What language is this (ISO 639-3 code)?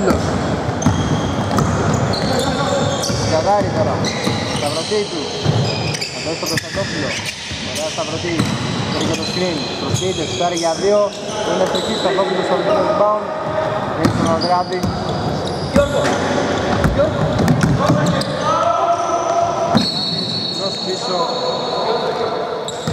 ell